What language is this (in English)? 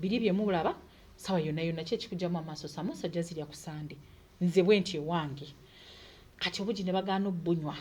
Ganda